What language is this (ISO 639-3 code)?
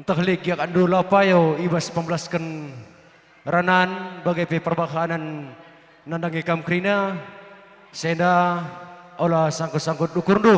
btx